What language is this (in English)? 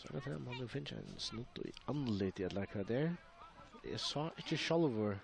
Faroese